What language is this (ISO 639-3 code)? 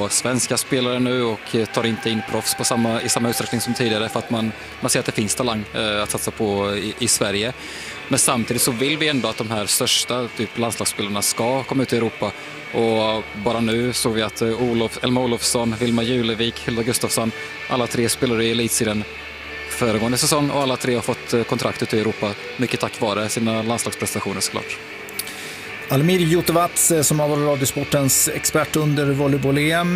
swe